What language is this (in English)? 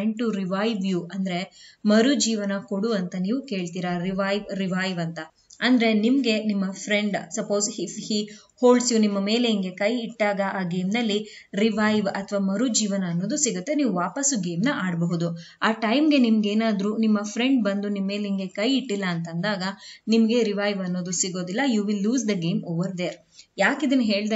Kannada